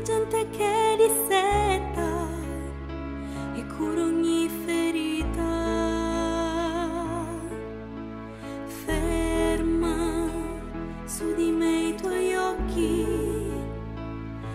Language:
Italian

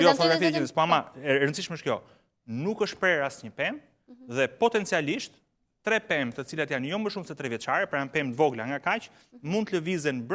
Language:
Albanian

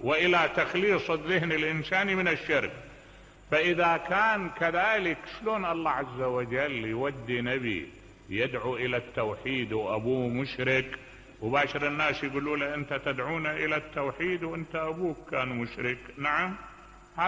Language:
Mesopotamian Arabic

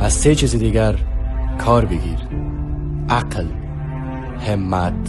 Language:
Tajik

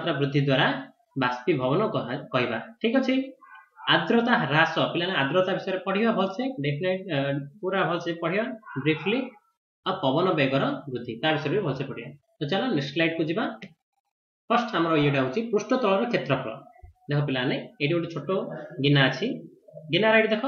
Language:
Odia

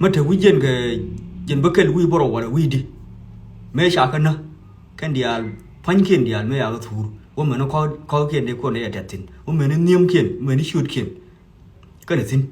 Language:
Nuer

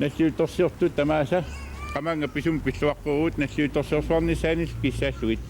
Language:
Kalaallisut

